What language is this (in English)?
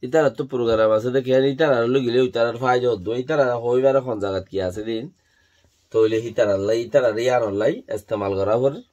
Rohingya